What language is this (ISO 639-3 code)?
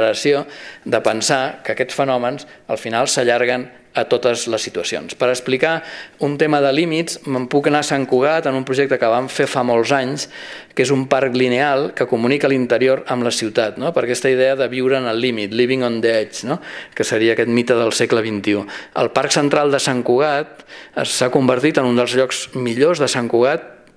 cat